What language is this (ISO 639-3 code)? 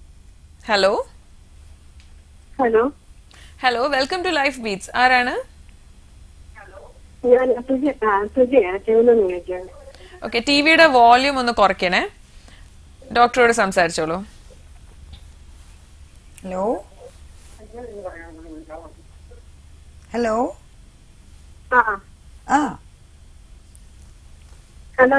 mal